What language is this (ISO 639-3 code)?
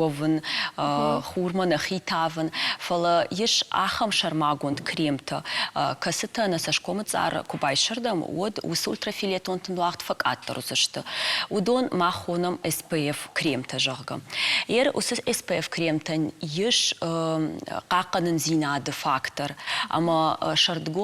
oss